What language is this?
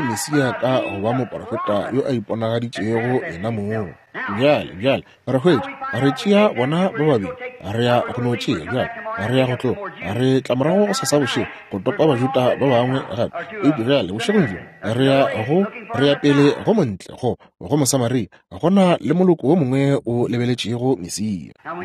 Northern Sotho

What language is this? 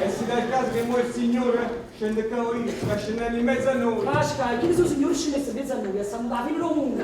Neapolitan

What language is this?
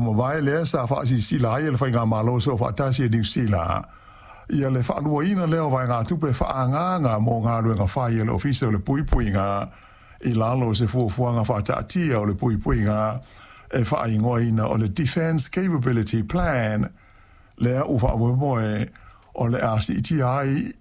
Samoan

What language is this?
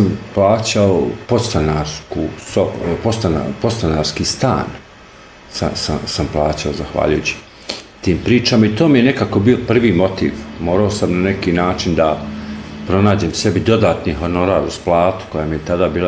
Bosnian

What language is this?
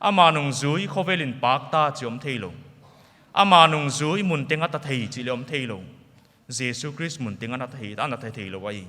Paite Chin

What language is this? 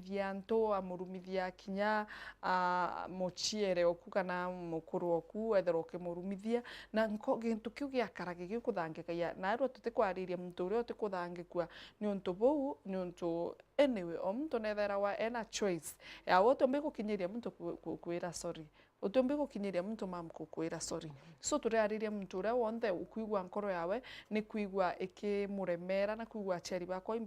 Meru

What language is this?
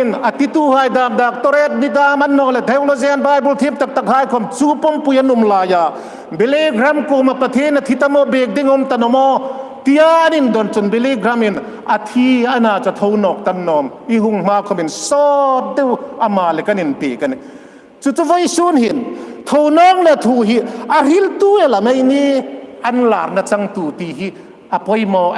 Hmar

